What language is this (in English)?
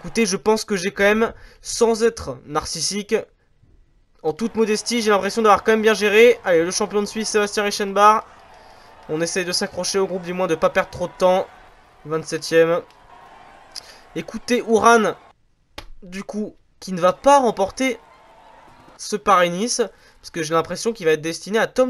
French